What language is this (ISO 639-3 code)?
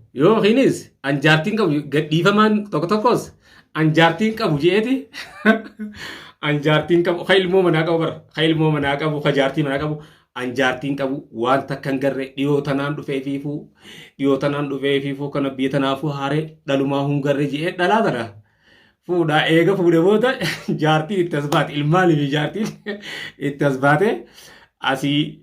orm